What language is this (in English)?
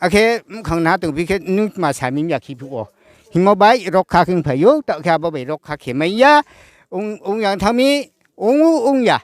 Riang (India)